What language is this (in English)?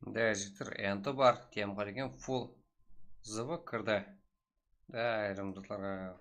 Kara-Kalpak